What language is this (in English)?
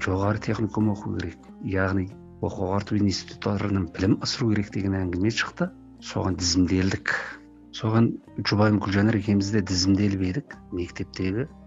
Kazakh